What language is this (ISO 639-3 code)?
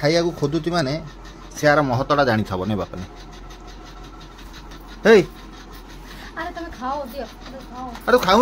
ori